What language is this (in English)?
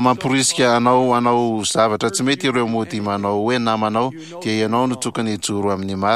Malagasy